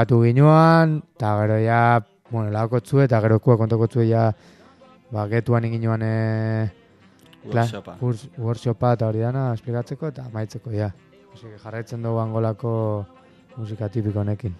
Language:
Basque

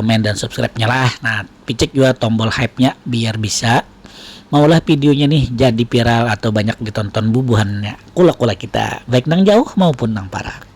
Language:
Banjar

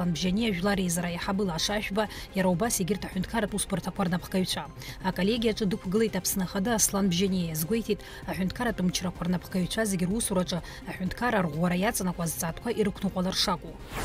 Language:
Abkhazian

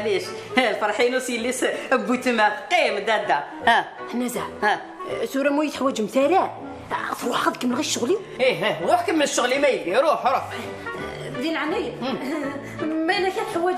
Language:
Kabyle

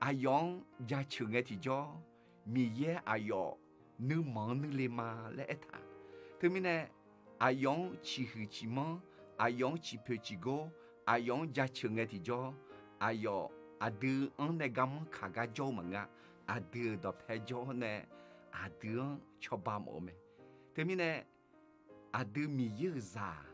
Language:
Akha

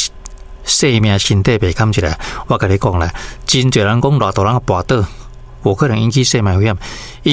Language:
Min Nan Chinese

